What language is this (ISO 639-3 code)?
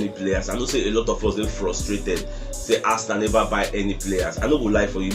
pcm